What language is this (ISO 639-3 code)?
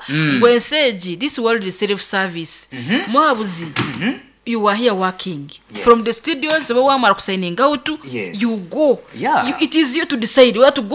nyn